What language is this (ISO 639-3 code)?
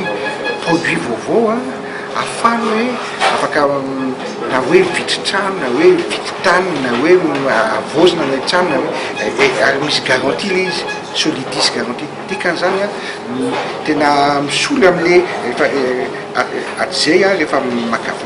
mlg